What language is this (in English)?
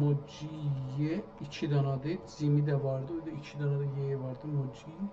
South Azerbaijani